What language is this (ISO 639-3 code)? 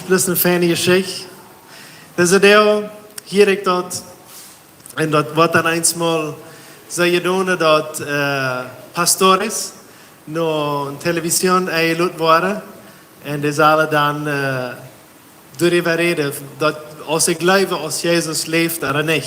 pdt